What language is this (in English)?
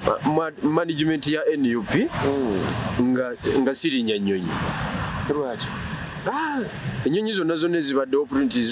Ganda